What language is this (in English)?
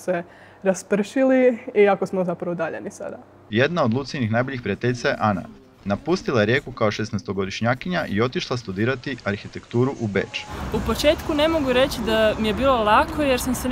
Croatian